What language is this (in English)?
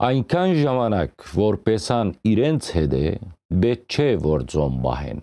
Western Armenian